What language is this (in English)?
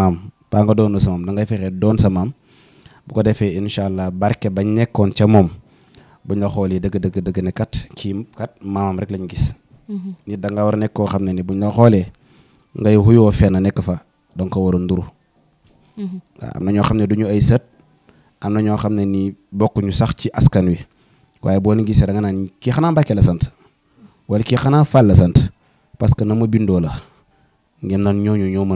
Wolof